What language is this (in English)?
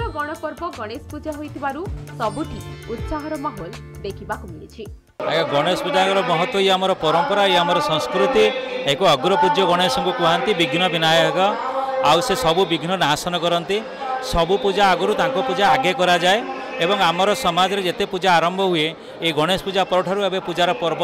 Odia